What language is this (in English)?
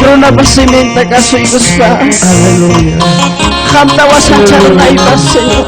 Ayacucho Quechua